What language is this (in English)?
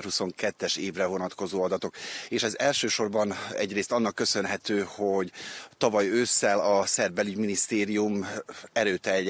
Hungarian